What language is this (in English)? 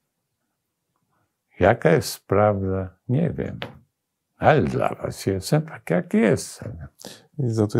Polish